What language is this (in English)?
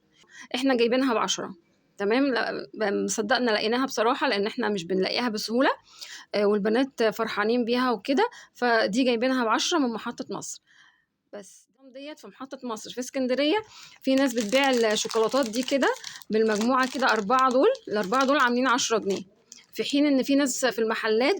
Egyptian Arabic